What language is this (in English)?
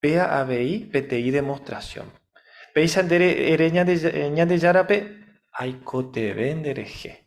Guarani